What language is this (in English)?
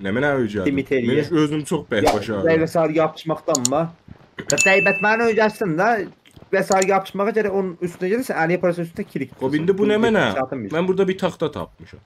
South Azerbaijani